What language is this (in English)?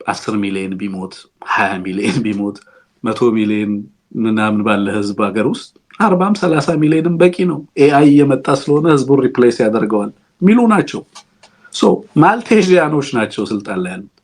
Amharic